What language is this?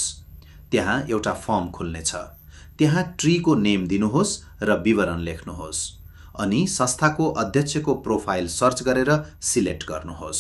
Nepali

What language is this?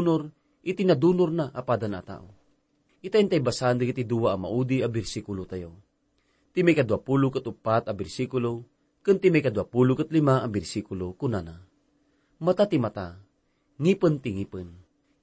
Iloko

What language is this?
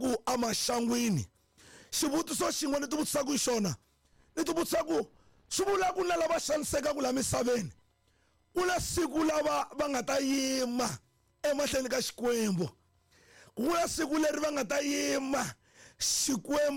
Tsonga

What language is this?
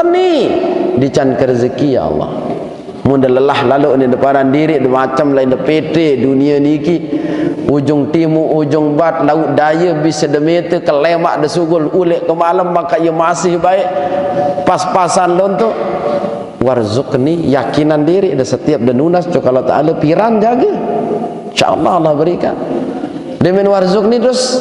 Sasak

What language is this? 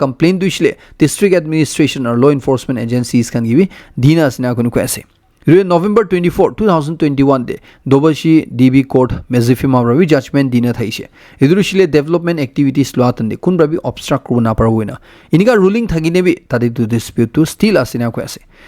Naga Pidgin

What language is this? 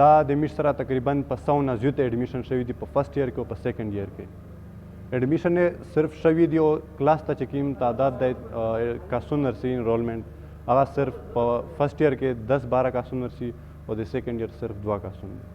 Pashto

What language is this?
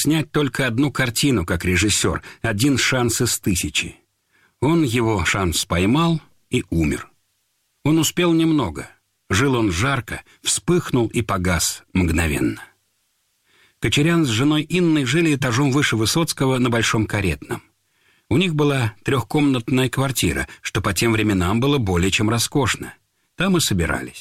Russian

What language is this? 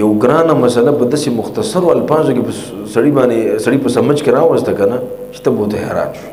Pashto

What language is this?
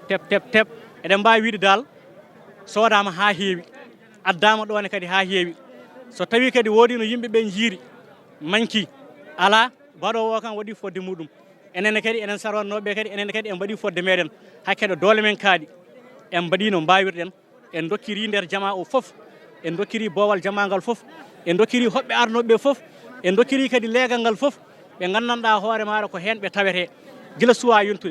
Fula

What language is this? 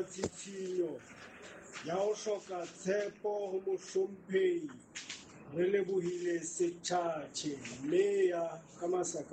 Southern Sotho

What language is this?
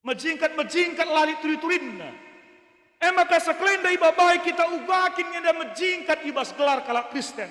Batak Karo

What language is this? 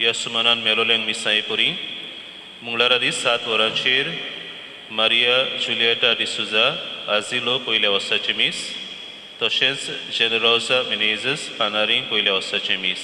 Konkani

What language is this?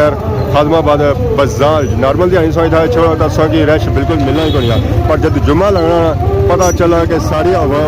Pahari-Potwari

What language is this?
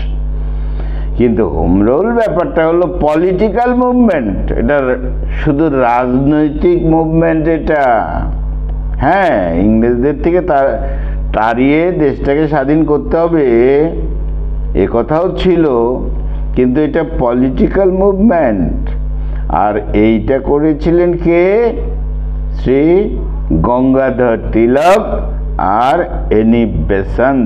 Bangla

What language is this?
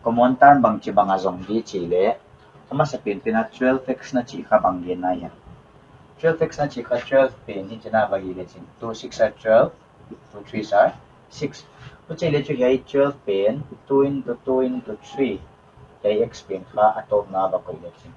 Paite Chin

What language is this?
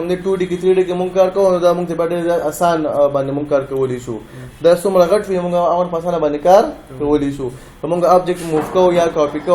Pashto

